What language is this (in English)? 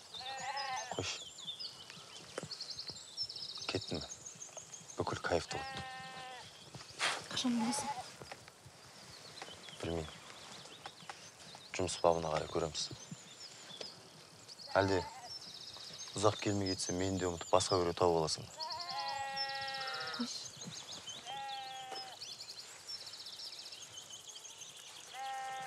Kazakh